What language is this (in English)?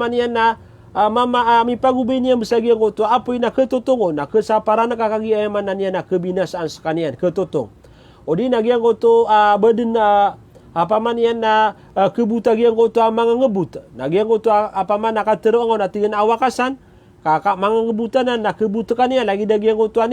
Maranao